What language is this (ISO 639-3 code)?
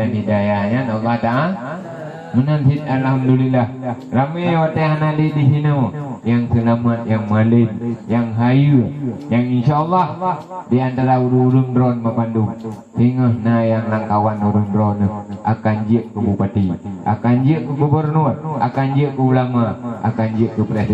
ace